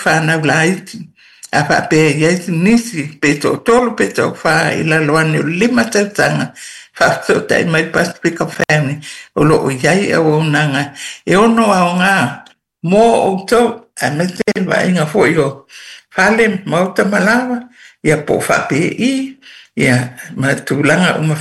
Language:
Samoan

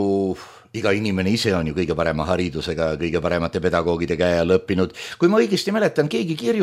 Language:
Estonian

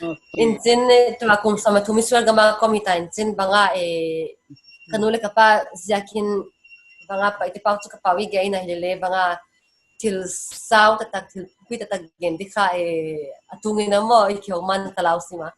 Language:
Paite Chin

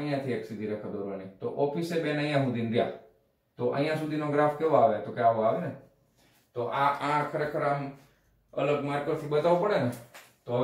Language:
Gujarati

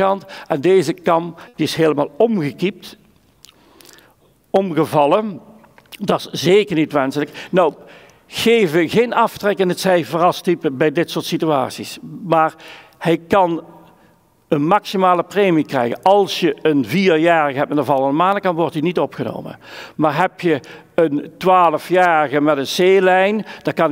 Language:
Dutch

